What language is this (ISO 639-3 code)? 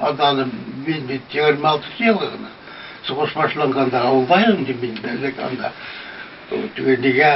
bak